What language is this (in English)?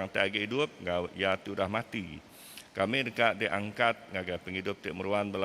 Iban